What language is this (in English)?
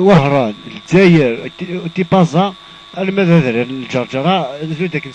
Kabyle